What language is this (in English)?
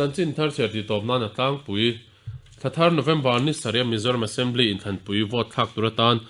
Mizo